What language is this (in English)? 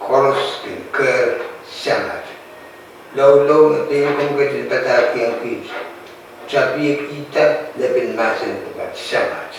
Pohnpeian